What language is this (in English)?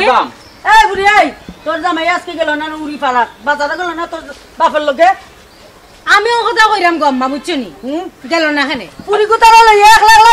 Sylheti